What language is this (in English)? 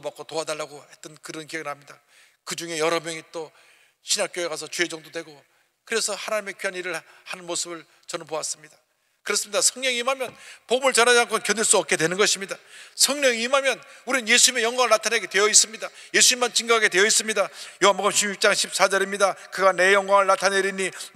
Korean